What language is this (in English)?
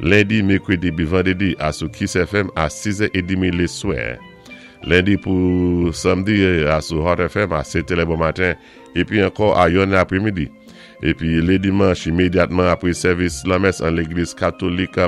Saint Lucian Creole French